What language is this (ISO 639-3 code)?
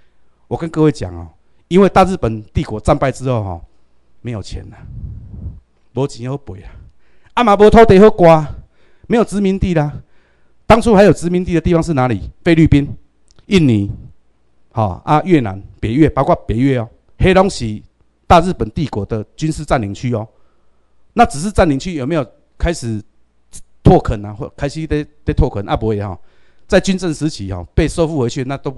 zho